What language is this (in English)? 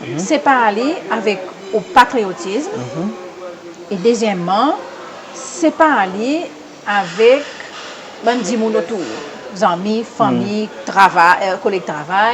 Seselwa Creole French